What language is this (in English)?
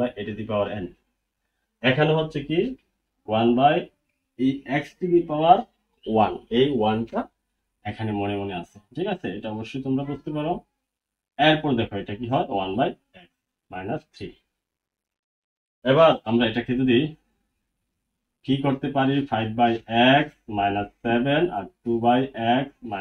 Bangla